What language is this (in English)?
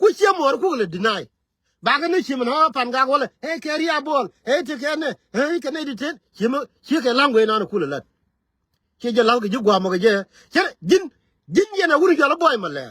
Nuer